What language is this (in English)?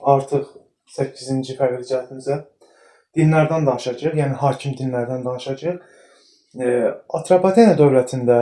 Azerbaijani